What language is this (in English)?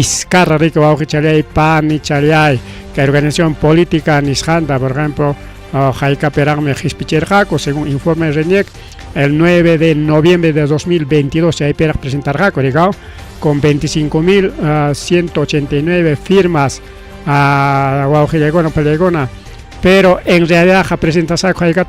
Ayacucho Quechua